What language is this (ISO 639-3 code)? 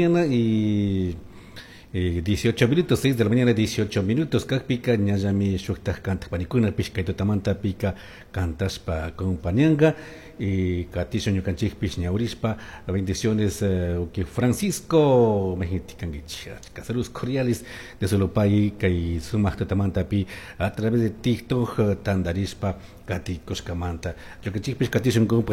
qug